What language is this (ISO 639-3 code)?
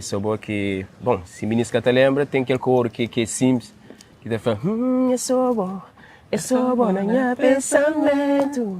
kea